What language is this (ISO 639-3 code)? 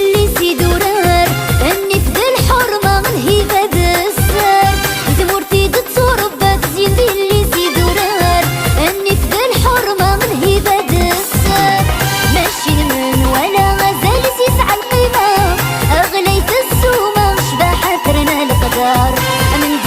kab